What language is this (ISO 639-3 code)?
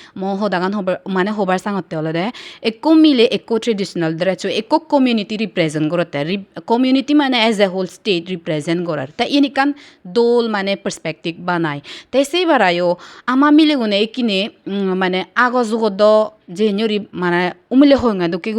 ccp